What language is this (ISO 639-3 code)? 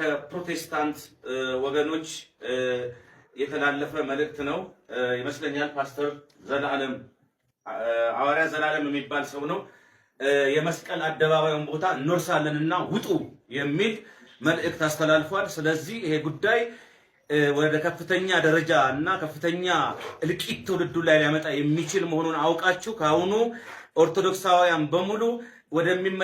amh